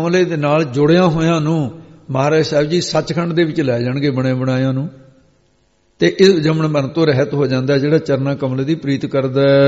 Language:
Punjabi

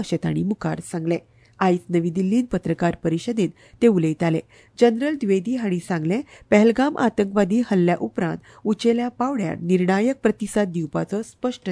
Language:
Konkani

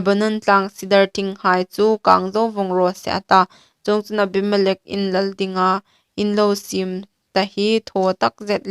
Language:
Hmar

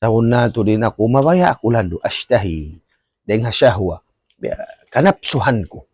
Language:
Tausug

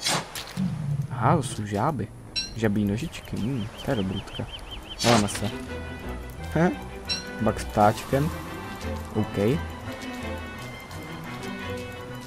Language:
Czech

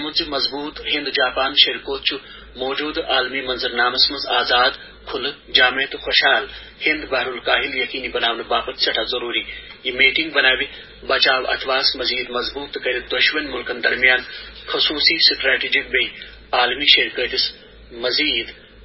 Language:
Kashmiri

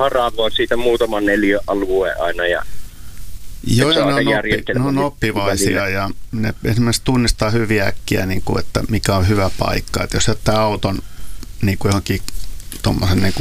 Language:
Finnish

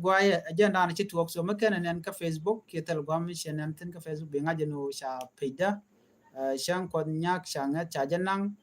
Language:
Nuer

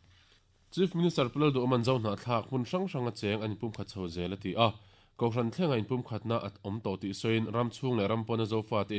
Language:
Mizo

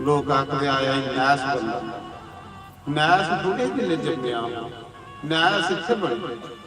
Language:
Dogri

